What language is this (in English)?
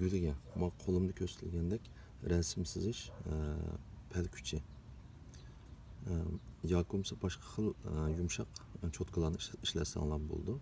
Uyghur